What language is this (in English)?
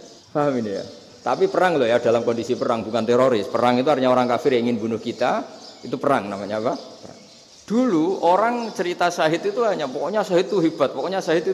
Indonesian